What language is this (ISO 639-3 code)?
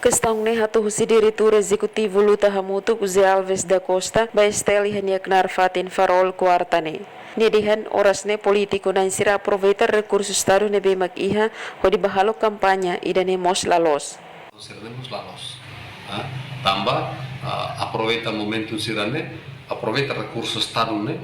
tet